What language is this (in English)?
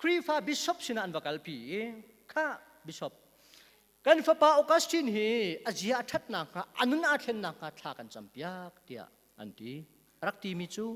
Hakha Chin